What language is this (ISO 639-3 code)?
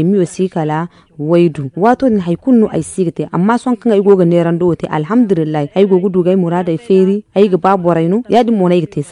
dje